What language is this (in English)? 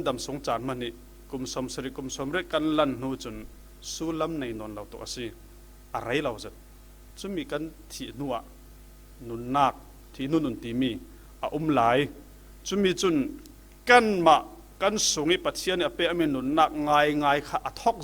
Falam Chin